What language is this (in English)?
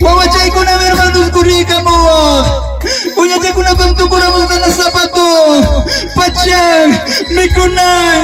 Ayacucho Quechua